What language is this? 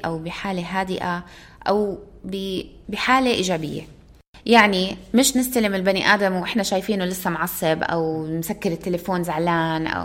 North Levantine Arabic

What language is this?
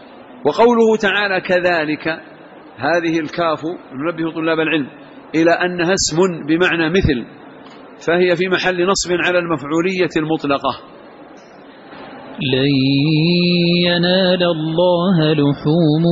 Arabic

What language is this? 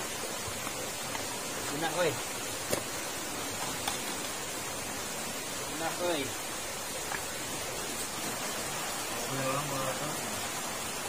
Indonesian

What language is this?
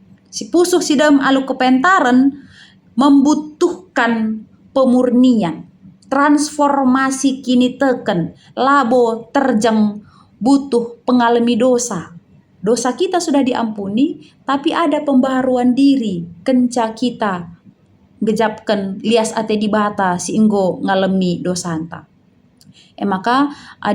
Batak Karo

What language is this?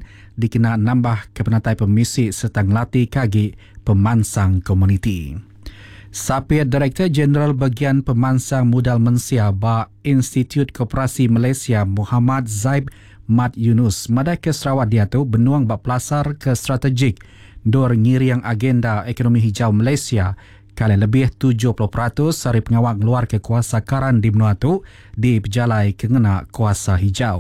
Iban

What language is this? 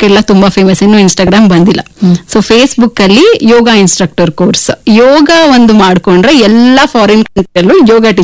Kannada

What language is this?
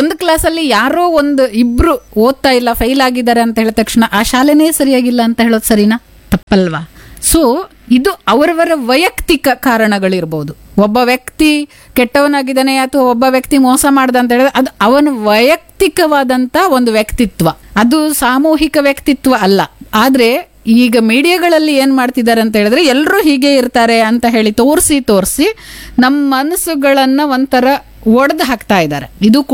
Kannada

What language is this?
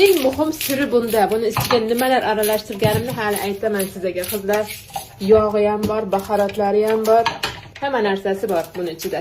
Uzbek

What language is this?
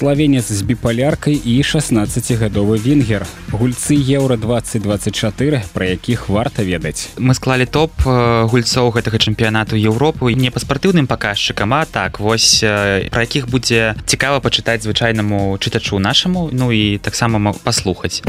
Belarusian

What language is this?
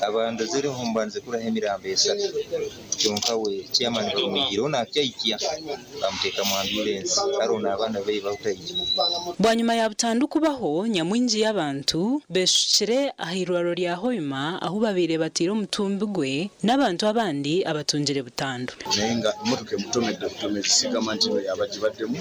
Nyankole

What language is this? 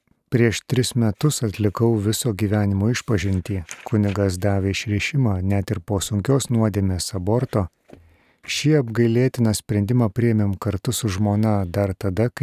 Lithuanian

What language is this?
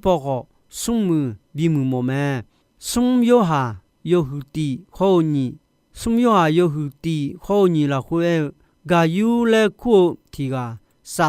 Akha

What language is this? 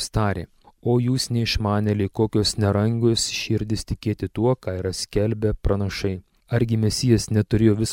Lithuanian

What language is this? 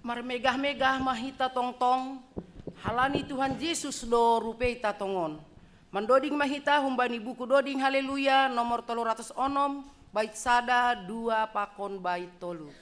Batak Simalungun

